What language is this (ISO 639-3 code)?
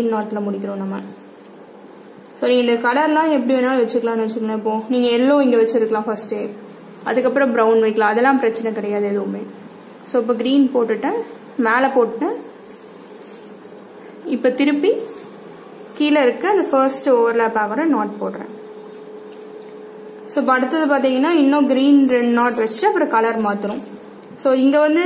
tam